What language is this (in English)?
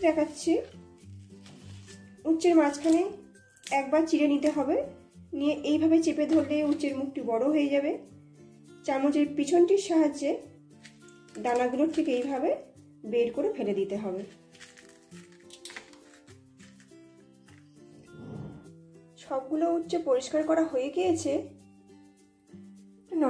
Bangla